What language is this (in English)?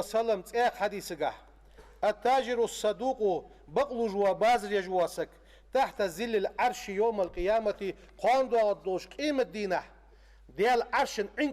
Ingush